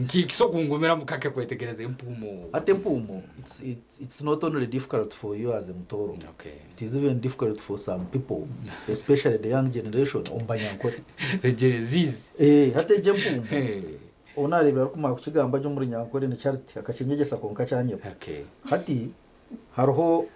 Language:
Nyankole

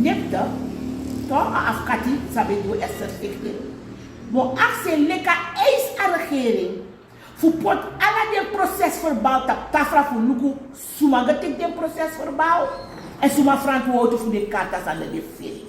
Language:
Sranan Tongo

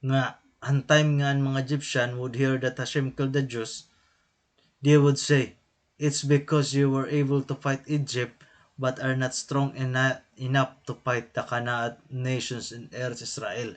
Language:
Waray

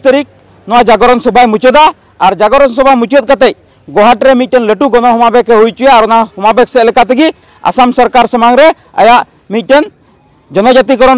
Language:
Santali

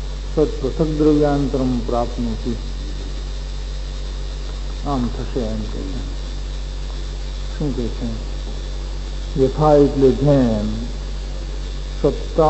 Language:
Gujarati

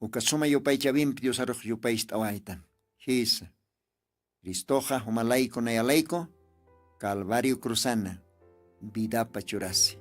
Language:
Aymara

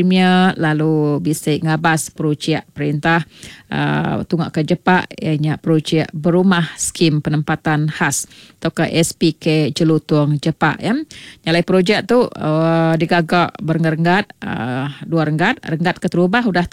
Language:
Iban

